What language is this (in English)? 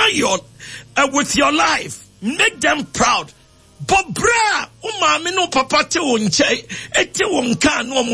Akan